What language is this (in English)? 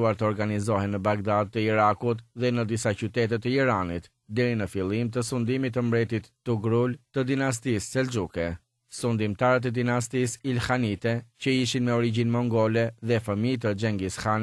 Albanian